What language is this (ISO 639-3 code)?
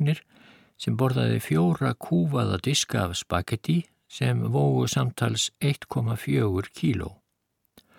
isl